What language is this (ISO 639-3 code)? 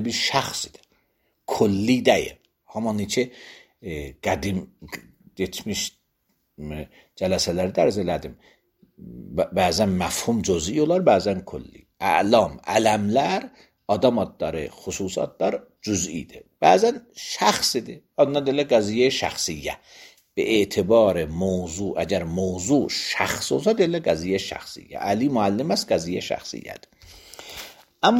aze